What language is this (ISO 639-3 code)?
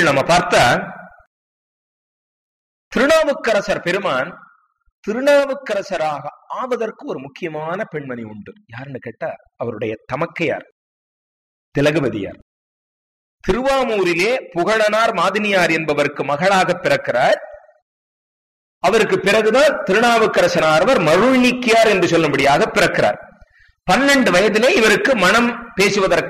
tam